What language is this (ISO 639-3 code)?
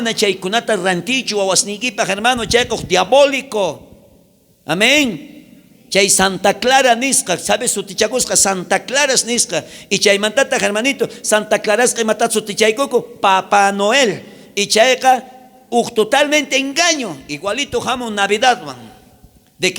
quh